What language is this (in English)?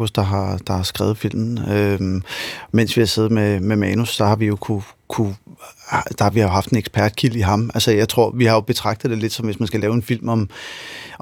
Danish